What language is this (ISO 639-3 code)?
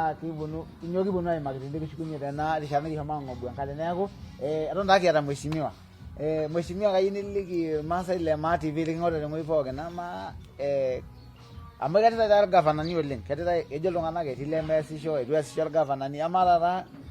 mas